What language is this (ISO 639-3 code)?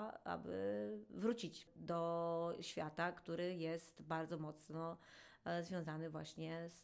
pol